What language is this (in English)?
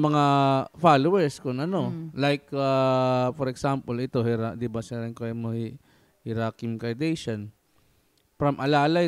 Waray